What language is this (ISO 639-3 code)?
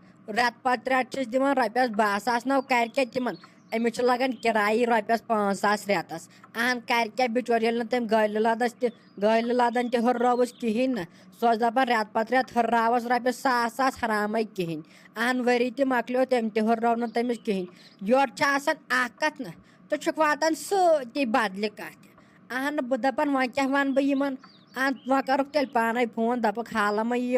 kas